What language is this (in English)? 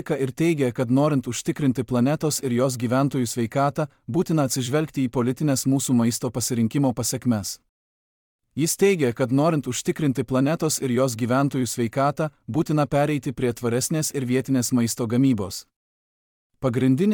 Lithuanian